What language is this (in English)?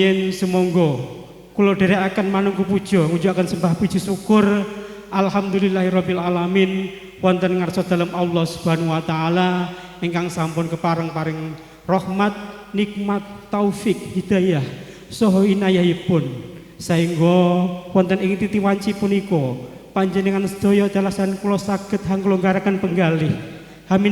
Javanese